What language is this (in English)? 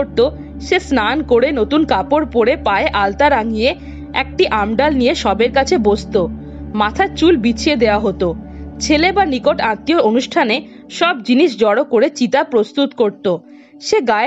Bangla